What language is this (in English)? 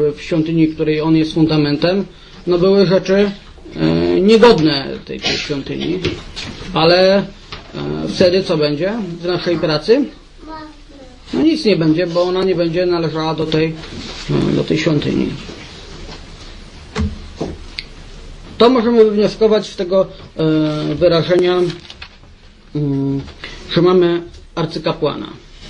Polish